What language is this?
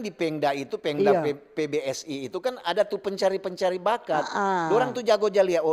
Manado Malay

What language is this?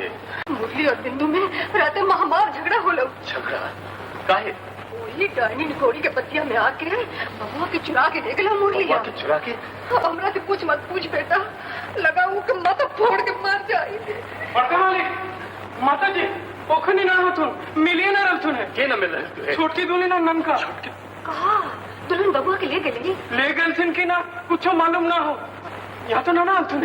Magahi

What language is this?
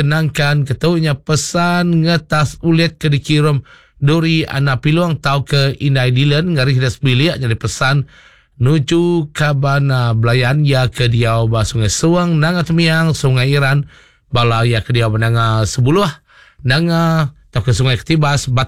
Iban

